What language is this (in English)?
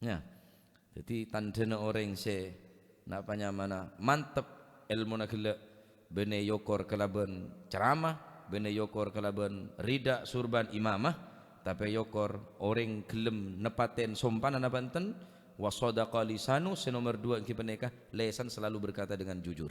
Madurese